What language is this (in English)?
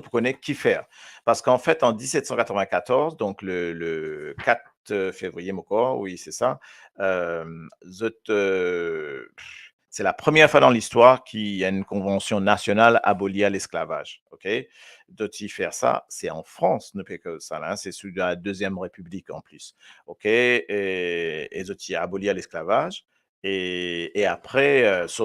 Morisyen